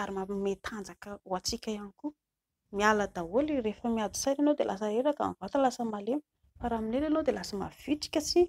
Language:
Malagasy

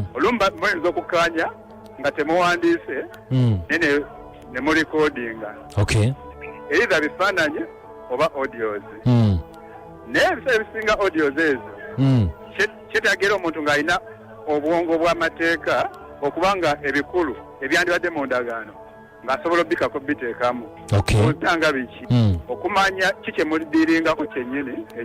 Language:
Ganda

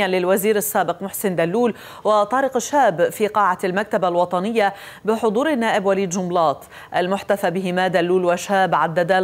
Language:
Arabic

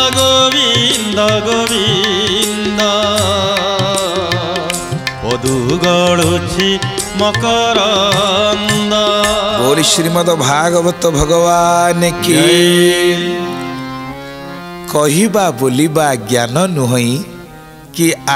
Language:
Odia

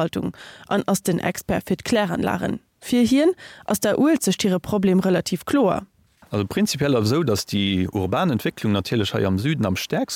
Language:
Luxembourgish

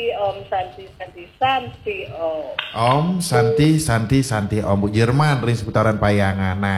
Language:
Balinese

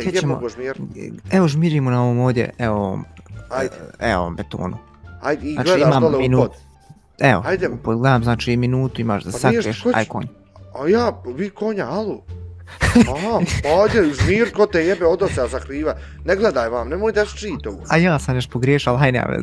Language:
Bosnian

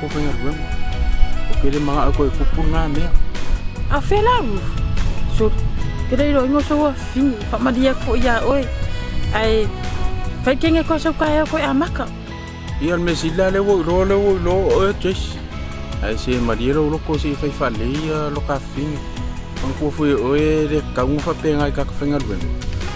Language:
Samoan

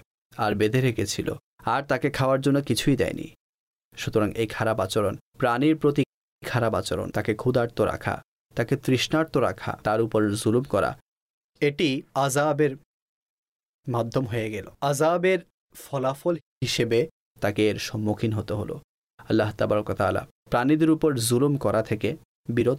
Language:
Bangla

